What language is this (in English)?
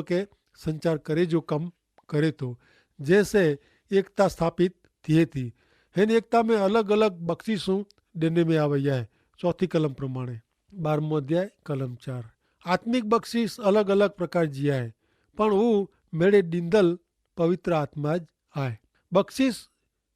Kachhi